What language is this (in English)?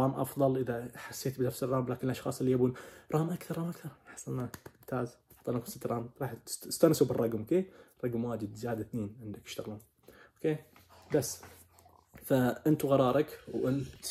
Najdi Arabic